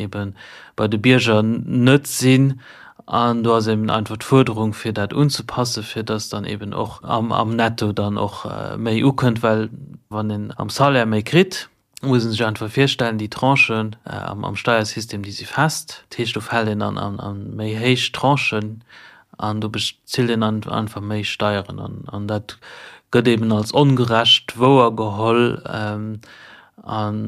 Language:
Luxembourgish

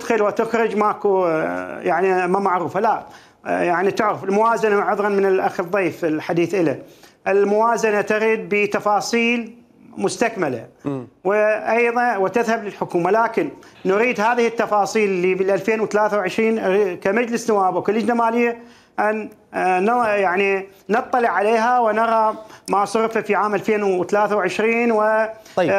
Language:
Mesopotamian Arabic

